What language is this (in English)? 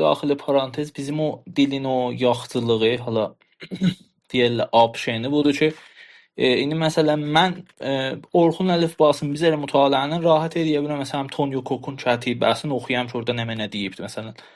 South Azerbaijani